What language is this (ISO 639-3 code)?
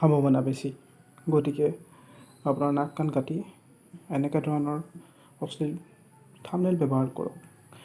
asm